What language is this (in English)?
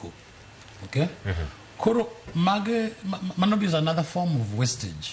Luo (Kenya and Tanzania)